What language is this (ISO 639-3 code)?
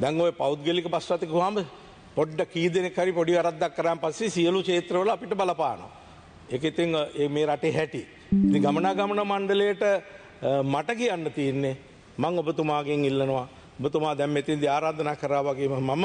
sin